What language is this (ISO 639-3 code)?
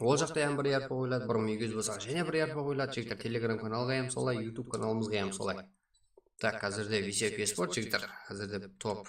kaa